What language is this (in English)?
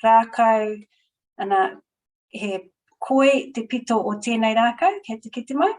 Māori